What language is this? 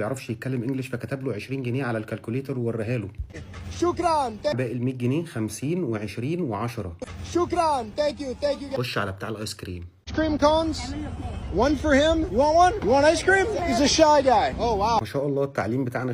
Egyptian Arabic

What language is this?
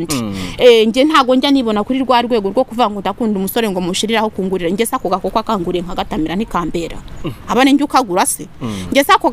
Kinyarwanda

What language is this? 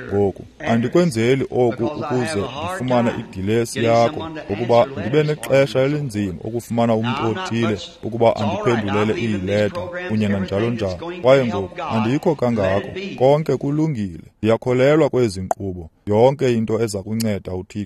Xhosa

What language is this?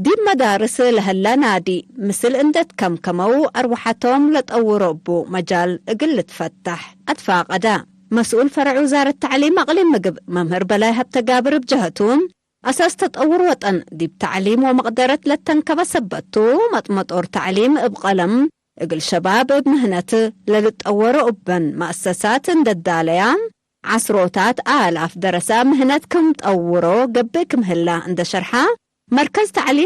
Tigre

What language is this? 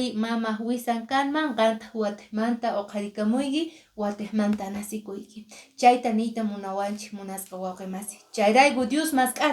Quechua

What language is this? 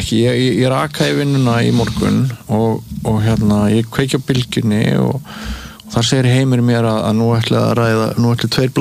Icelandic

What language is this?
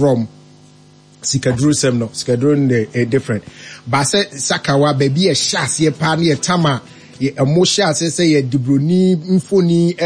Akan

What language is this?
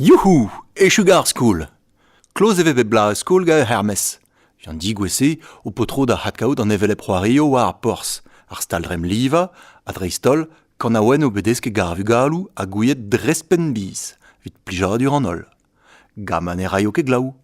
Breton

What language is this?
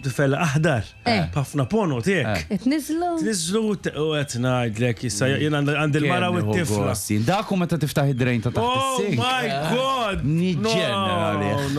Maltese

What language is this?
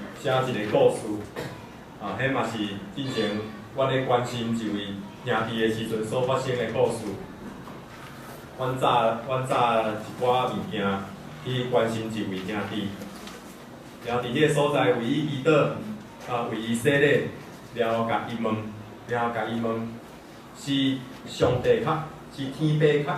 Min Nan Chinese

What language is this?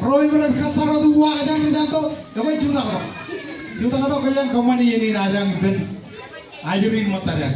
Marshallese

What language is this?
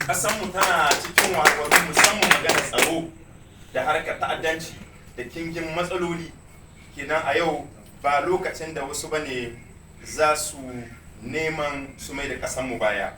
Hausa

